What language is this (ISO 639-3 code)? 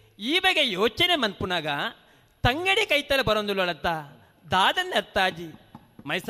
tcy